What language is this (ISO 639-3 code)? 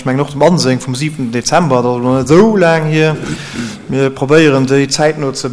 ltz